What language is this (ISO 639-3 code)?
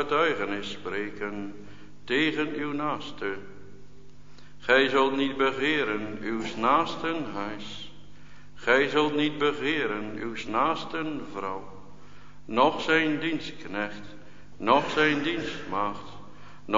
nld